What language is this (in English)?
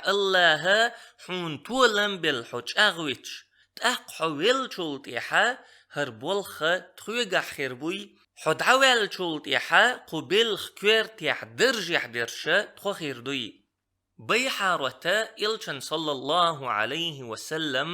Chechen